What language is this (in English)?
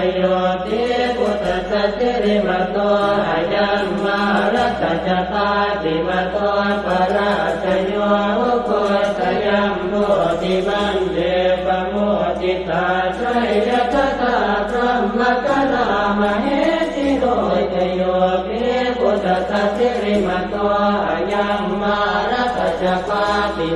Pali